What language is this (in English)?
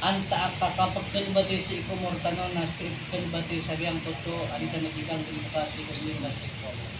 Maranao